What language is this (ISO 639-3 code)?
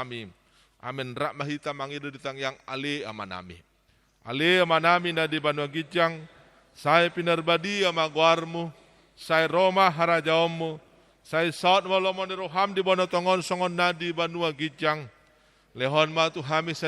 bbc